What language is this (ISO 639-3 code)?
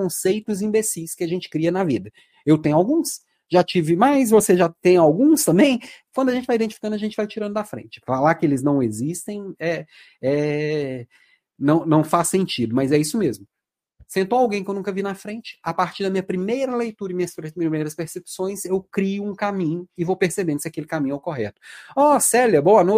por